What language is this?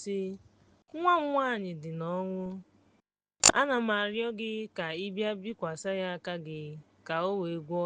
Igbo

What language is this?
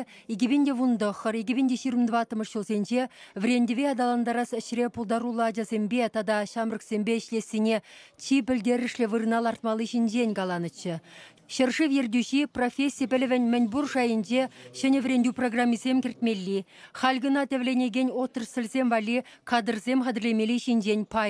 Chuvash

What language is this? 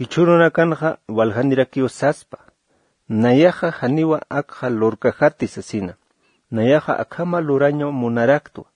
Aymara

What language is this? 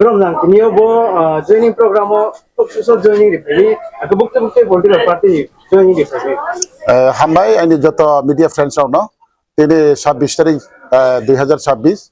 Riang (India)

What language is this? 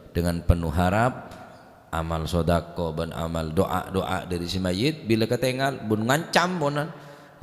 Madurese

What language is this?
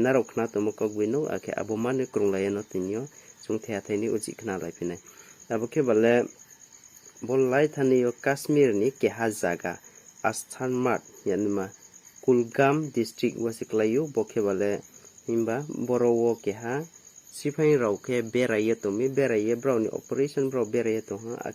Riang (India)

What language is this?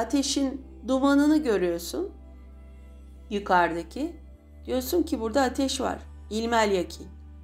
Turkish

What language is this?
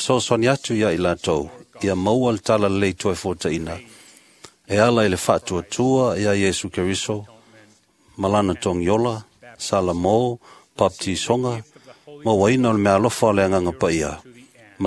Samoan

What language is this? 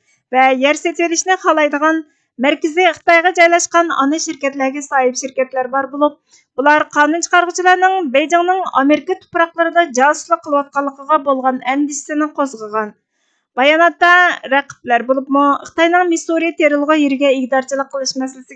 Uyghur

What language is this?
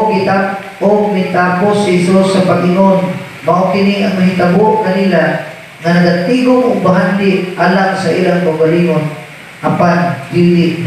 Cebuano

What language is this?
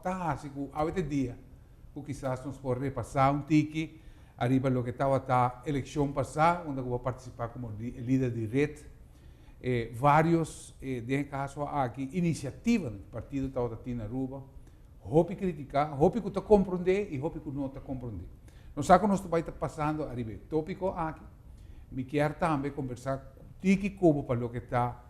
Papiamento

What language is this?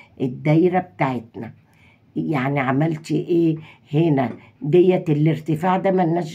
Egyptian Arabic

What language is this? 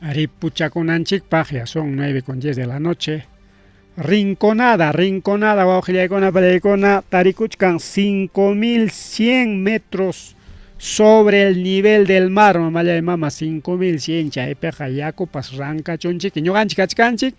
Ayacucho Quechua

